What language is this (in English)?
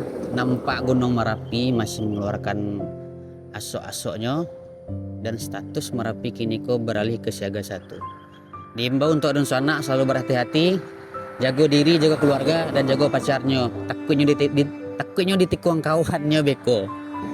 Minangkabau